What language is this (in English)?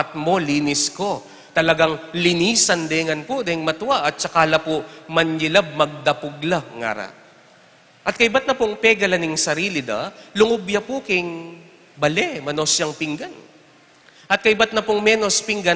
Pampanga